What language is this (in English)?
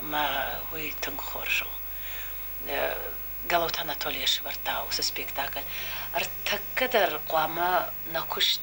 Ossetic